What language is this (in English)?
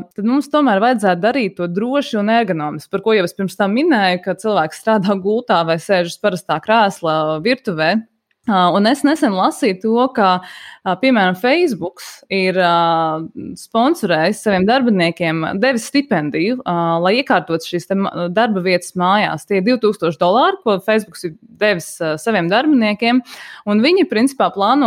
Latvian